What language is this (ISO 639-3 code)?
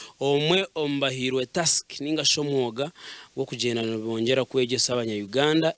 nyn